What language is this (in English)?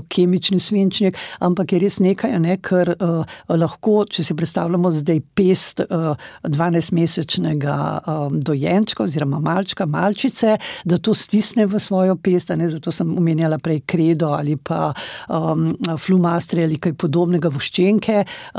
Slovenian